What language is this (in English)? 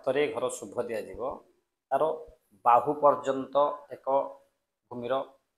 Odia